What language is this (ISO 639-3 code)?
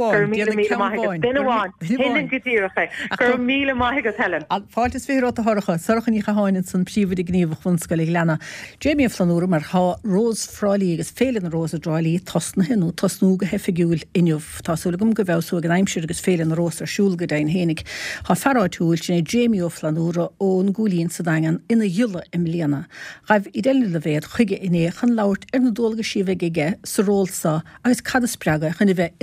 gle